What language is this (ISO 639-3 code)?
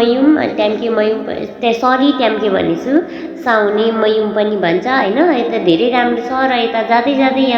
nep